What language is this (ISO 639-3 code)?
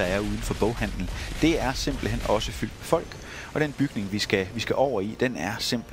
dan